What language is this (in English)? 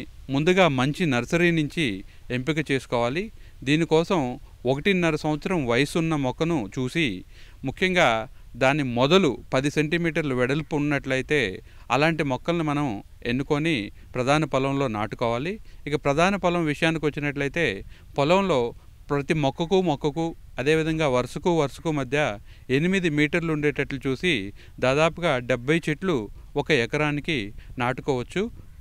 Telugu